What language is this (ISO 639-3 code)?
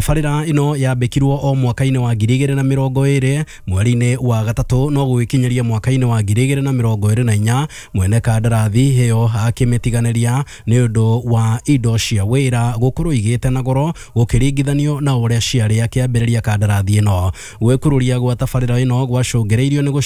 kik